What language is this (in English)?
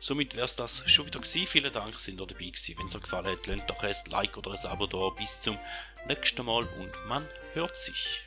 Swiss German